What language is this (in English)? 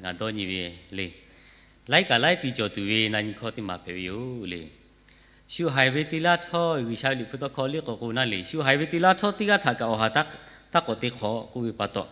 Lahu